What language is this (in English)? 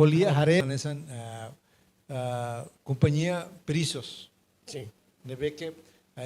Tetum